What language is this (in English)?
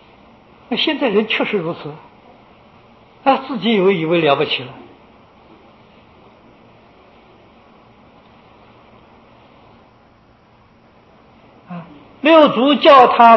Chinese